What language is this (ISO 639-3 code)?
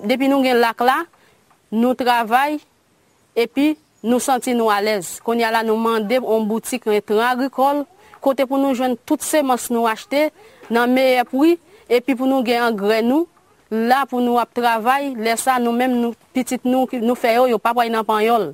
hat